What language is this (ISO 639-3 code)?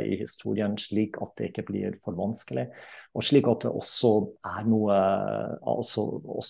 nor